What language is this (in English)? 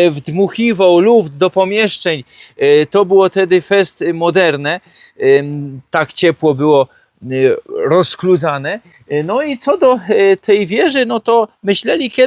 Silesian